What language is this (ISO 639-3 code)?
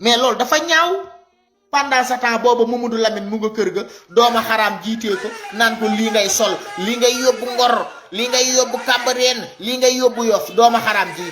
wol